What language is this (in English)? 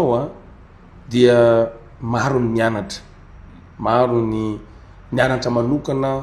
Malagasy